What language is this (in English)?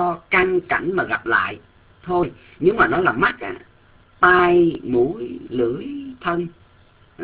Vietnamese